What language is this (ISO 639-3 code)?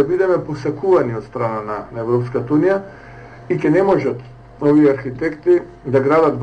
mkd